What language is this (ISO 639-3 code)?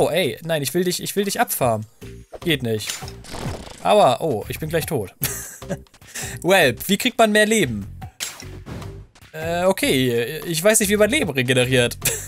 deu